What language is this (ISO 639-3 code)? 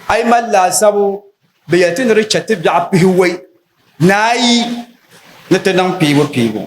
dag